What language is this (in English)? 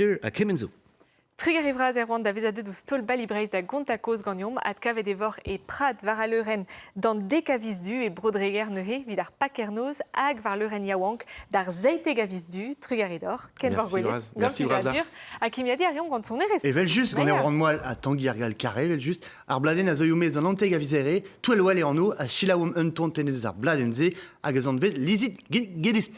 Breton